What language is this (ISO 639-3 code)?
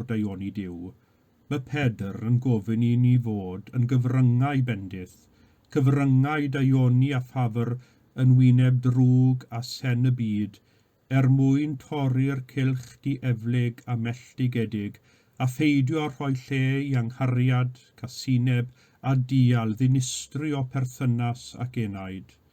cym